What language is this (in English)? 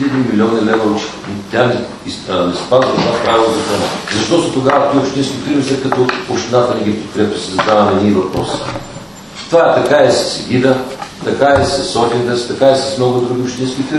Bulgarian